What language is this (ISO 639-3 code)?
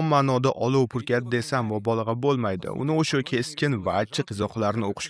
uzb